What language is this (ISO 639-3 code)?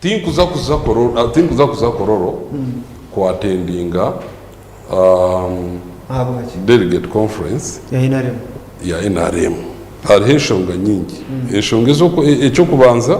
nyn